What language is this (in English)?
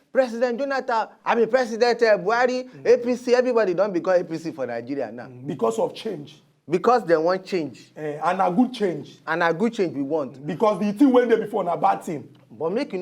Nigerian Pidgin